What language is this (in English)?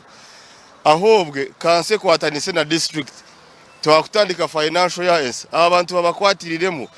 Nyankole